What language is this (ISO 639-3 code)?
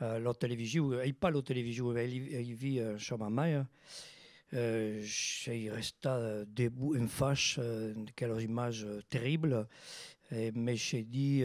oci